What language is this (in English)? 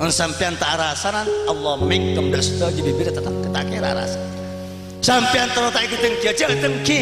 Madurese